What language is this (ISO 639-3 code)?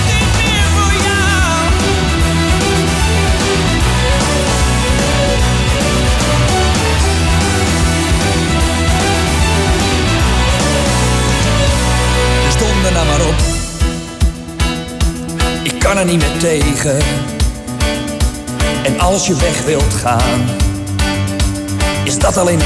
nld